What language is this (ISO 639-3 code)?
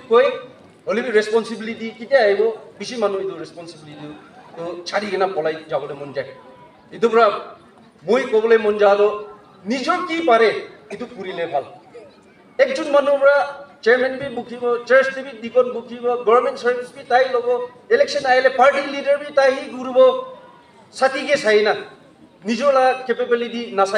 nag